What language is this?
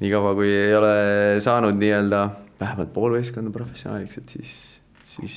Estonian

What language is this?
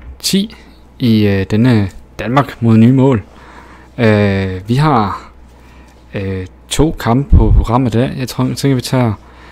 Danish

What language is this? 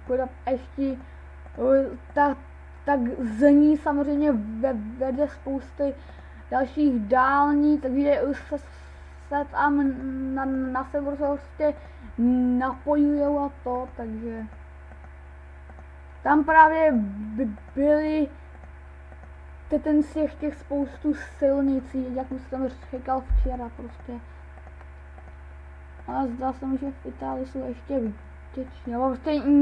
Czech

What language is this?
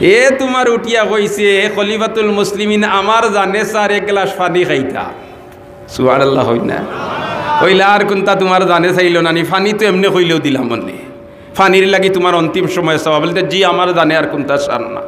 Sylheti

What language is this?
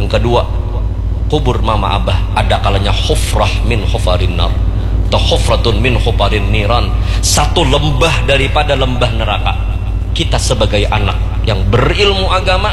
Banjar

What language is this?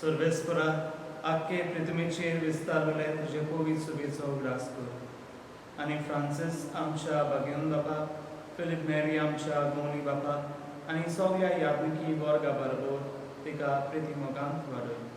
Konkani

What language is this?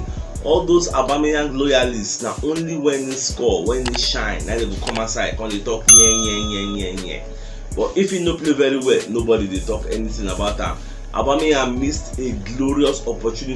Nigerian Pidgin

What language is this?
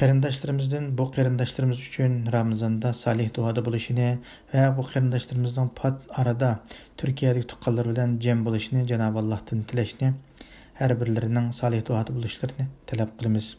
Uyghur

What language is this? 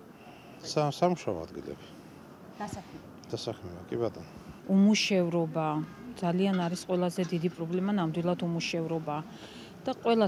Georgian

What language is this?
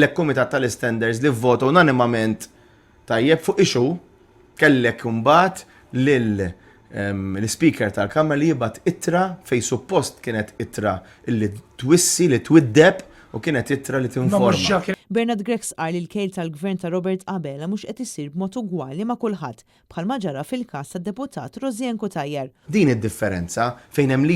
Maltese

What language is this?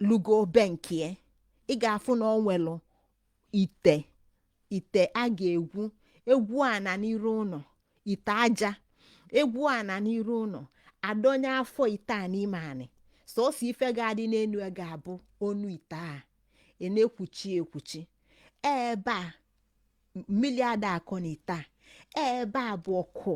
Igbo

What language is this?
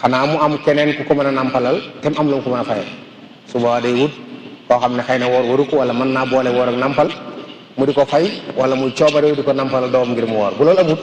Wolof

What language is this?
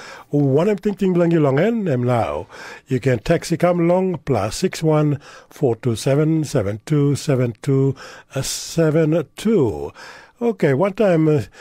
Tok Pisin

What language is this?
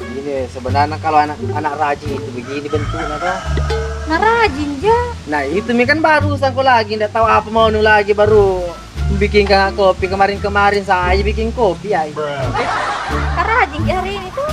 Buginese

